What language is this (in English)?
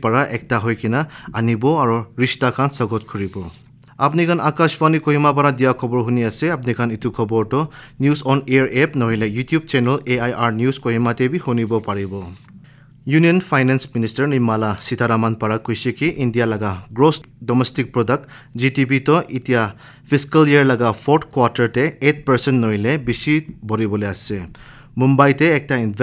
Naga Pidgin